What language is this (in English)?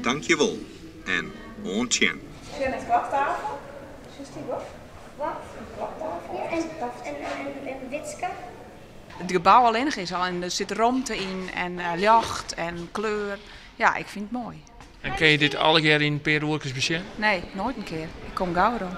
Western Frisian